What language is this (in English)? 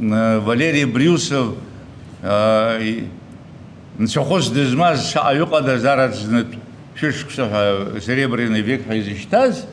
Abkhazian